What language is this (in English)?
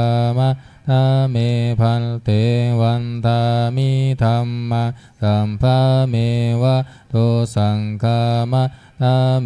Pali